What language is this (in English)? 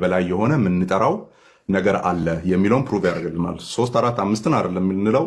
Amharic